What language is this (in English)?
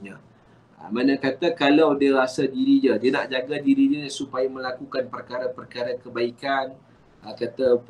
Malay